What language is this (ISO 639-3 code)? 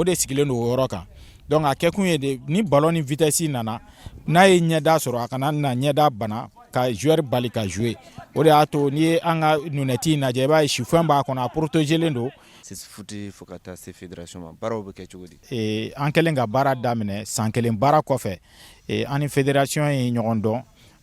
bam